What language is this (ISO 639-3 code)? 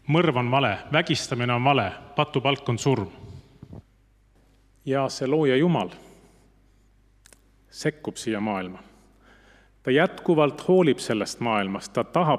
est